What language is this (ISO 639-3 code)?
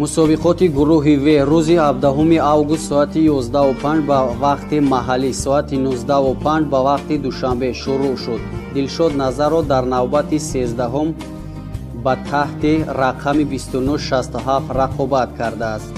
tgk